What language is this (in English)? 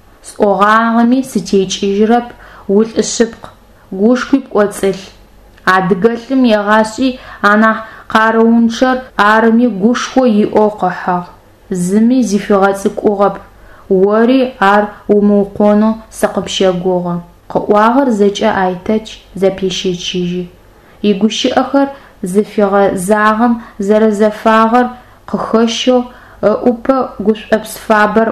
Adyghe